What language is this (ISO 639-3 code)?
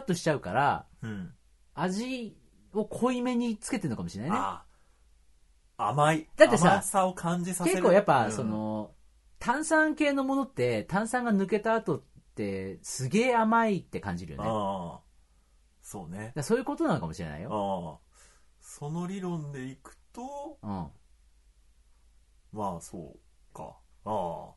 jpn